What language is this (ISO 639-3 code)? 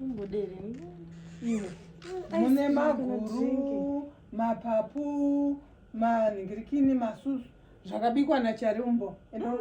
sna